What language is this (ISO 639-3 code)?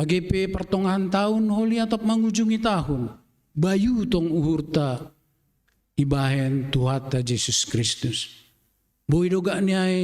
bts